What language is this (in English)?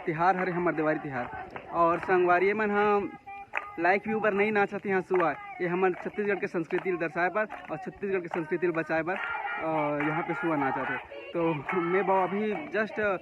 Chhattisgarhi